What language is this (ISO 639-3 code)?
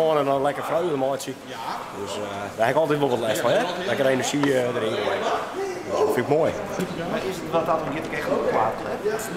fry